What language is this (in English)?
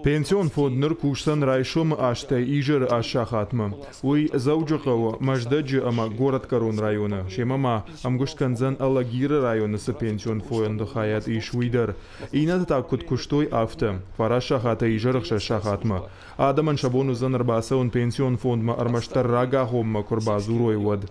Ossetic